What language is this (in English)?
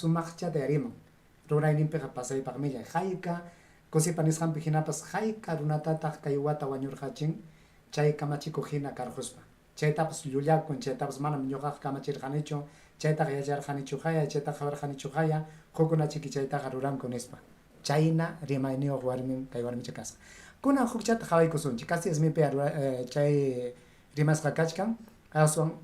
Ayacucho Quechua